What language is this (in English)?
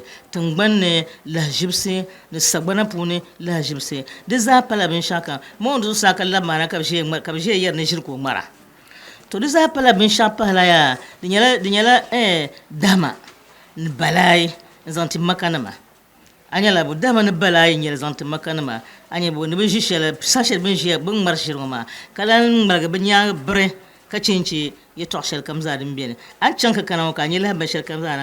Dagbani